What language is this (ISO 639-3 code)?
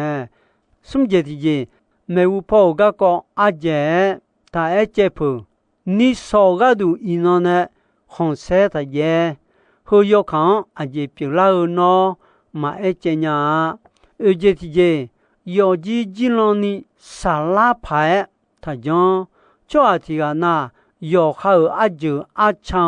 ahk